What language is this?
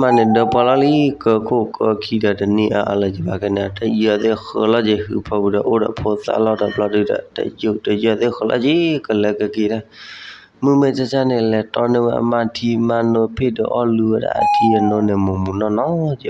S'gaw Karen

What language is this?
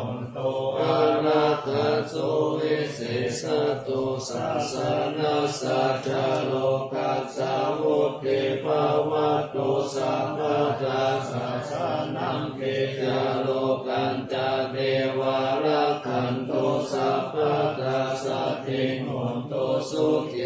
Pali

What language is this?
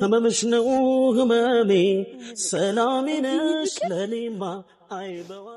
Amharic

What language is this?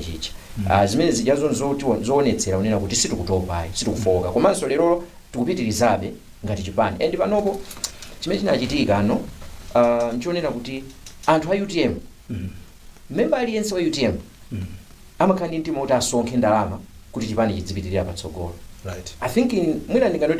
Nyanja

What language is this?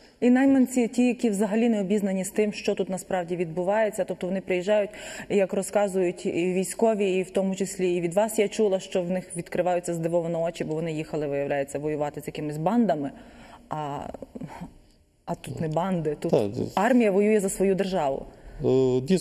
Ukrainian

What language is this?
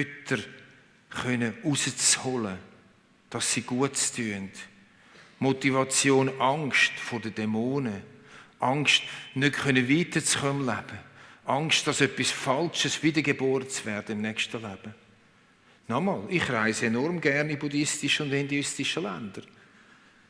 Swiss German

